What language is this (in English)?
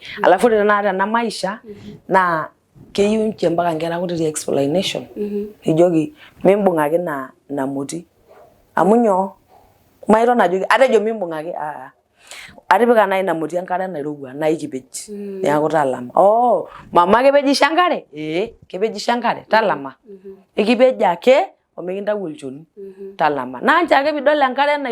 Masai